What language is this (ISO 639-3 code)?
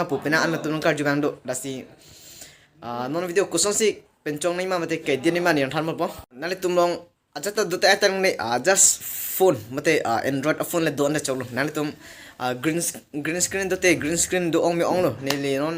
mjw